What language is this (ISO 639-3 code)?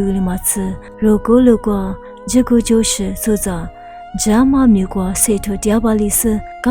lis